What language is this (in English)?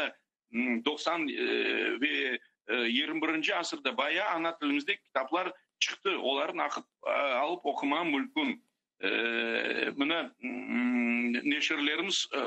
Crimean Tatar